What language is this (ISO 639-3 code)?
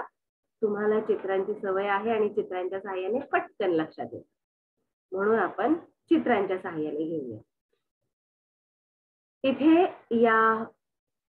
mar